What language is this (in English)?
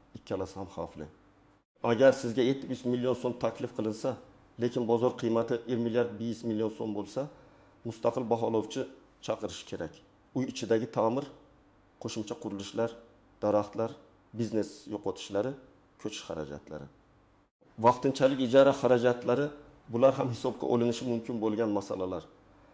Uzbek